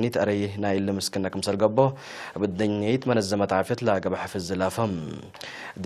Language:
Tigre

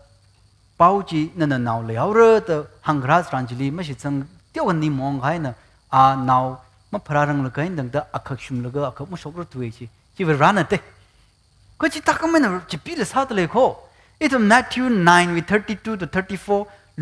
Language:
Tangkhul Naga (India)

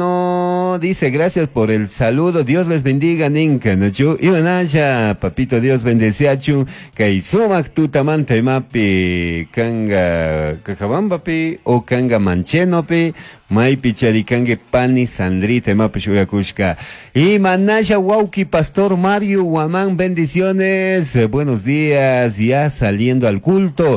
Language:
Chimborazo Highland Quichua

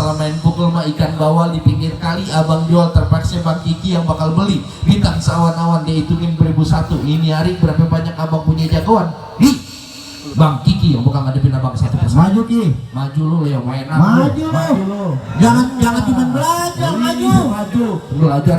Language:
Betawi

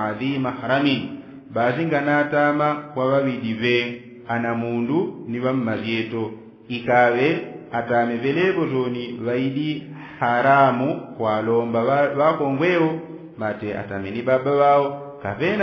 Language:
Yao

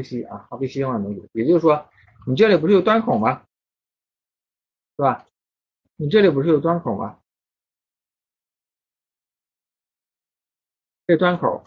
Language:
Chinese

